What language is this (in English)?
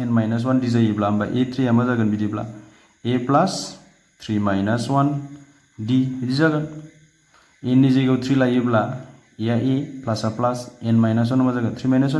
Bodo